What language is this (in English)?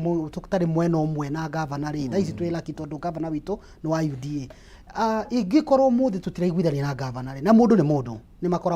Kikuyu